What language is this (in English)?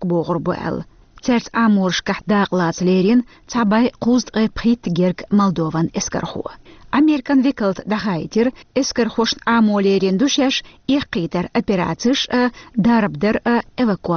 Chechen